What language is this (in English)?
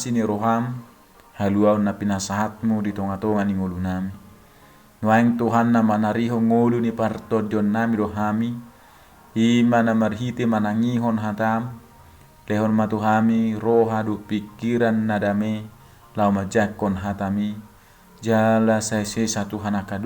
Batak Toba